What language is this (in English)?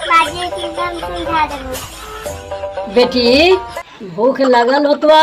Magahi